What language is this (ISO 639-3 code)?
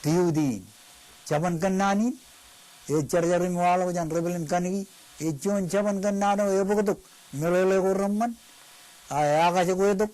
mah